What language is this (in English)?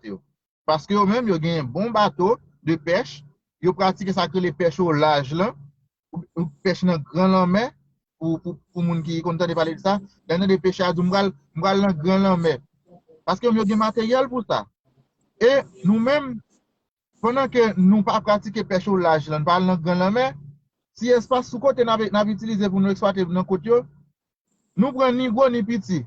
Haitian Creole